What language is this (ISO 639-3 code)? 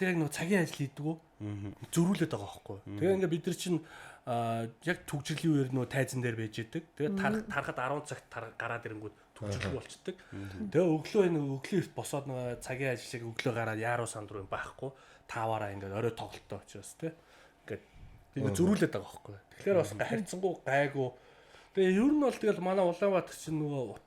mon